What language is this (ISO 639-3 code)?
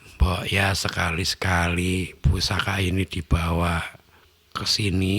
bew